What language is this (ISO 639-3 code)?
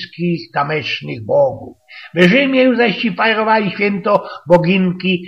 szl